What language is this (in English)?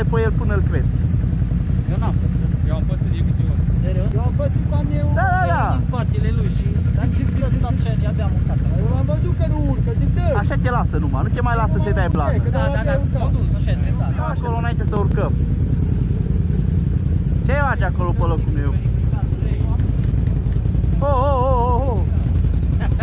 Romanian